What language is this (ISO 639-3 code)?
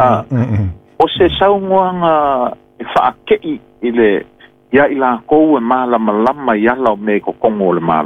smo